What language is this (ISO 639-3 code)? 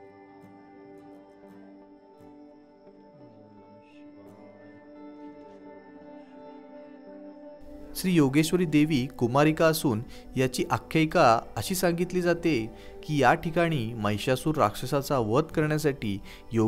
mar